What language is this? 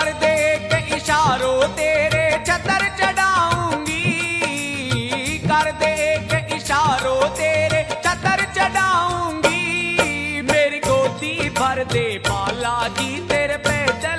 Hindi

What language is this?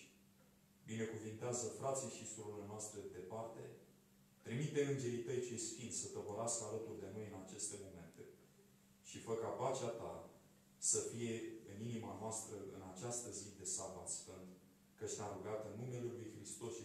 Romanian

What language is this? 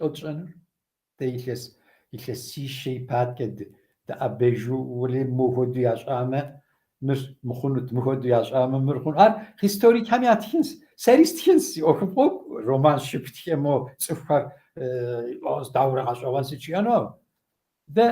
Kabardian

